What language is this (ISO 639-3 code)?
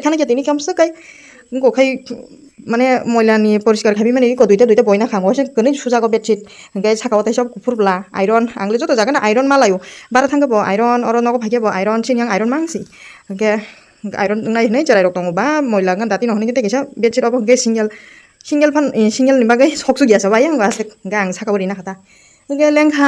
trp